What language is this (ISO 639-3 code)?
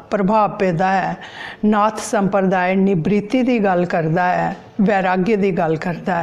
doi